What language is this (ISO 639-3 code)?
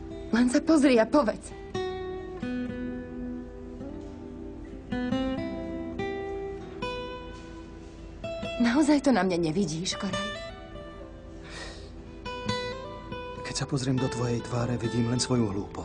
slk